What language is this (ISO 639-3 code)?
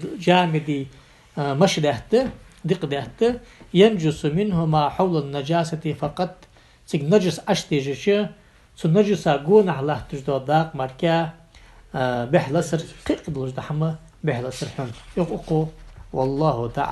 inh